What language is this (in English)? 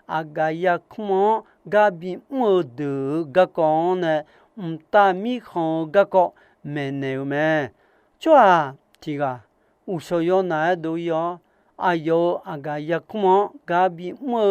Akha